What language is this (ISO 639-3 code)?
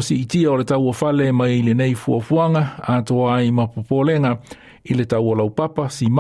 smo